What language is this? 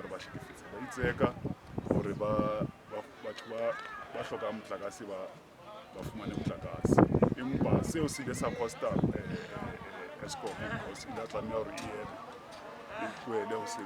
Southern Sotho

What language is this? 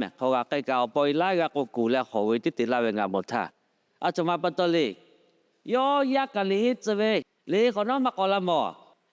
Lahu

